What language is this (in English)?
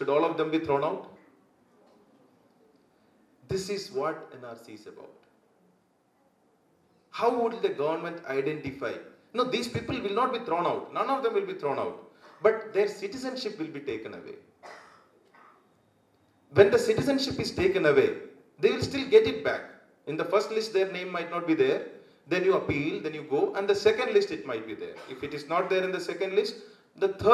English